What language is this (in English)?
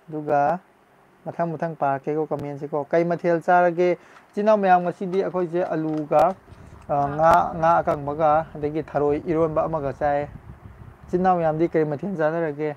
Manipuri